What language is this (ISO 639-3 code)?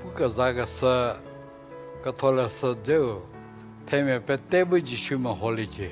njm